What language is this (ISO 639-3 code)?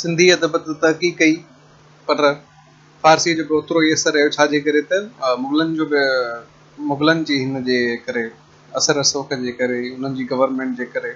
snd